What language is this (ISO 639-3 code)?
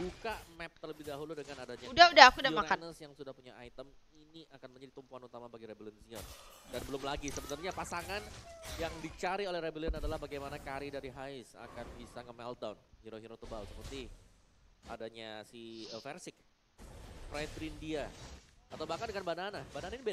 ind